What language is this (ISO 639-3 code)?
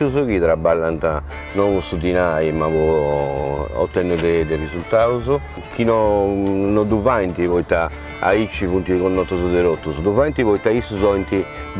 srd